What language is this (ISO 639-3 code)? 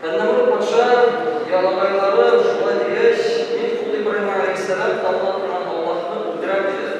tat